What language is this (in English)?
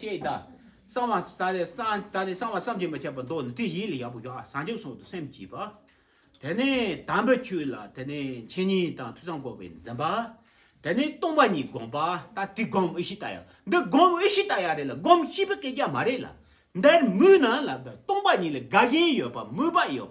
Tibetan